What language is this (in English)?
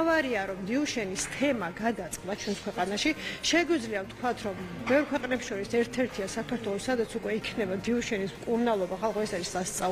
Georgian